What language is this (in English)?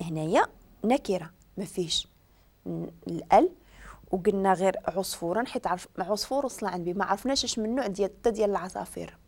Moroccan Arabic